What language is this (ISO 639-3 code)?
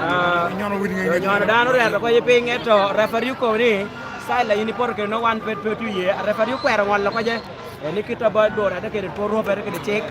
laj